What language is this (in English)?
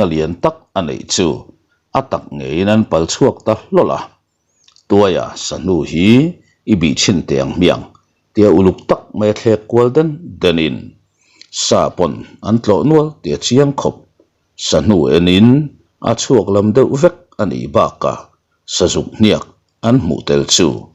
Mizo